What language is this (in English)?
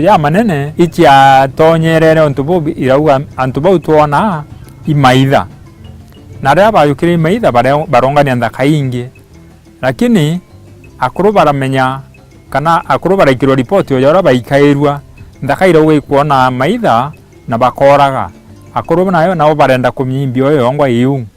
Meru